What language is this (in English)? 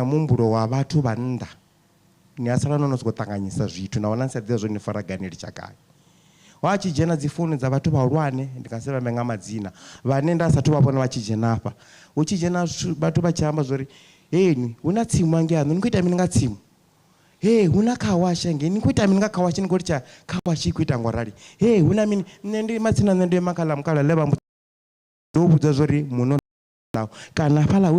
Venda